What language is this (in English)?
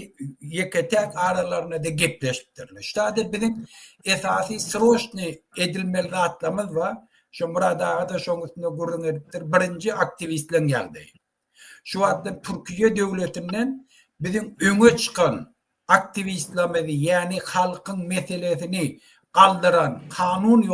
Turkmen